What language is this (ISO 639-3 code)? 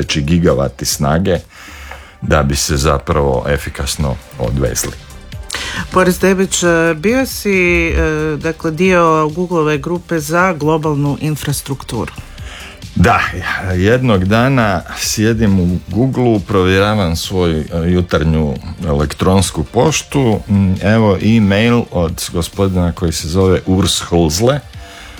hrv